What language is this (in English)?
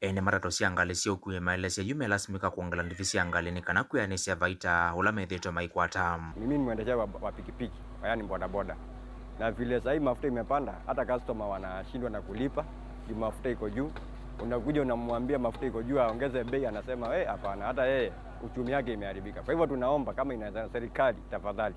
Kamba